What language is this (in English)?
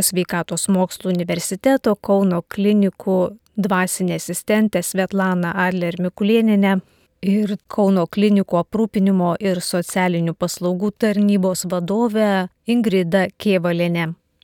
Lithuanian